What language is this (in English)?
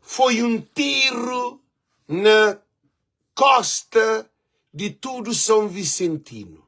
Kabuverdianu